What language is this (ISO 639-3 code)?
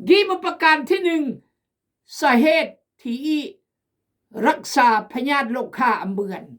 kjg